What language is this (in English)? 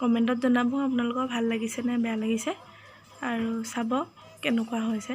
Assamese